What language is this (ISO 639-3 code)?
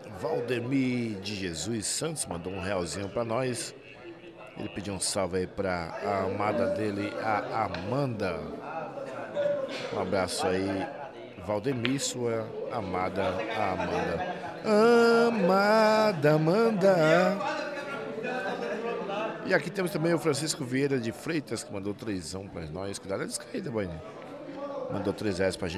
por